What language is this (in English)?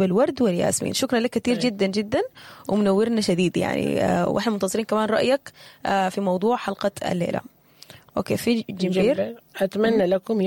Sudanese Arabic